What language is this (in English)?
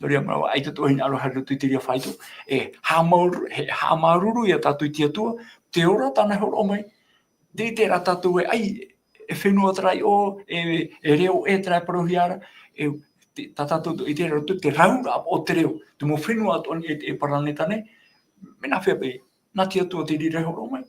Tahitian